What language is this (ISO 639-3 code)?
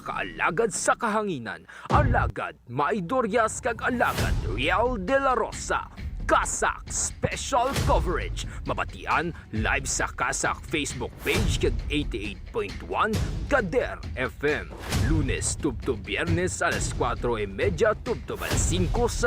hil